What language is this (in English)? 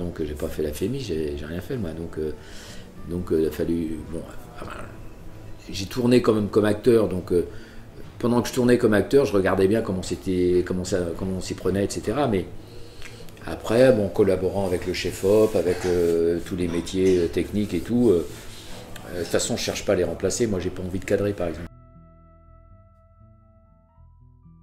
French